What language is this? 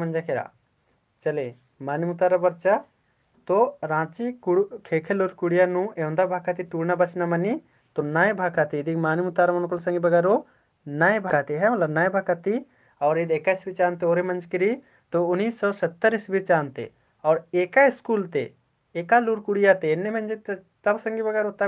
Kurukh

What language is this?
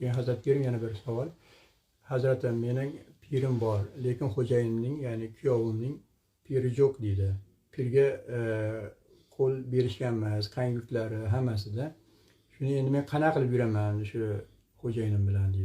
Uzbek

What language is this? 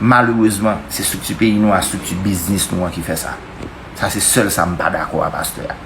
Haitian Creole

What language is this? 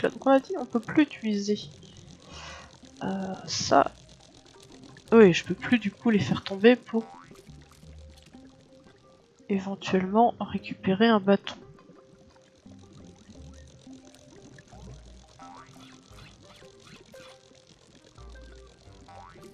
French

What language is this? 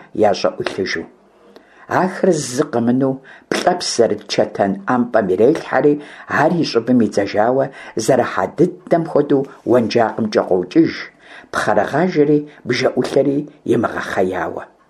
Kabardian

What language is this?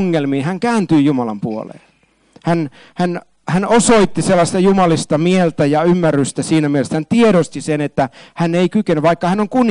Finnish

